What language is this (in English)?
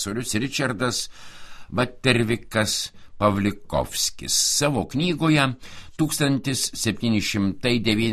Lithuanian